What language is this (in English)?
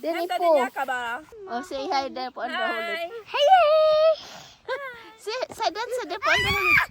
Cebuano